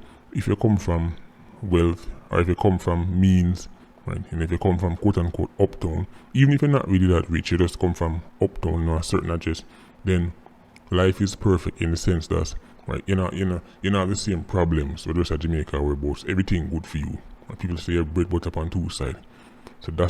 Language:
Jamaican Creole English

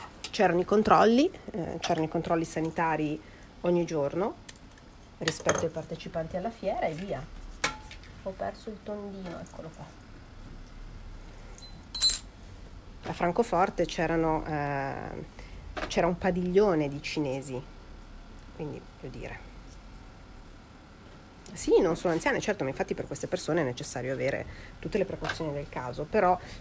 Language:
Italian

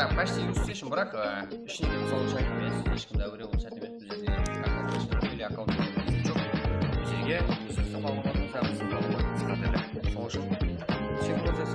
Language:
Kara-Kalpak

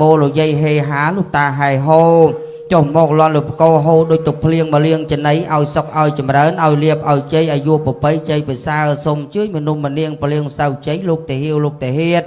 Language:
Khmer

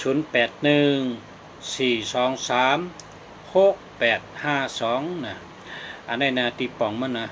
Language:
Shan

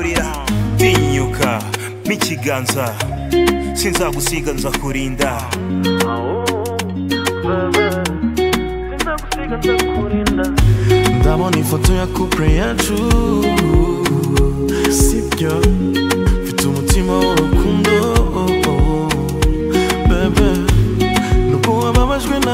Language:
Kinyarwanda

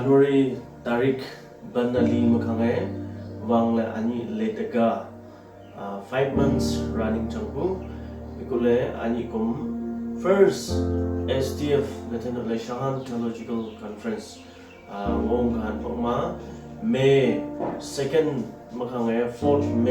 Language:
Wancho Naga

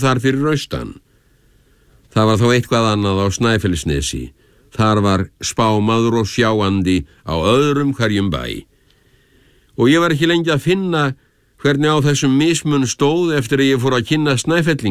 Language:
Icelandic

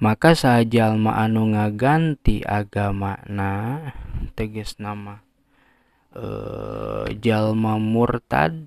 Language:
Sundanese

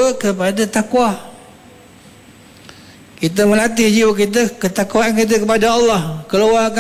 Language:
Malay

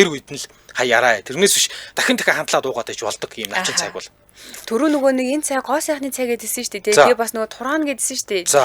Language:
Mongolian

